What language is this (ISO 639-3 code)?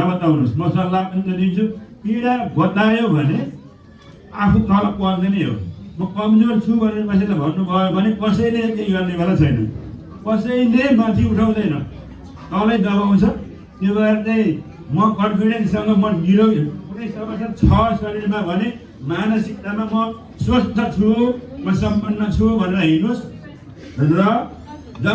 nep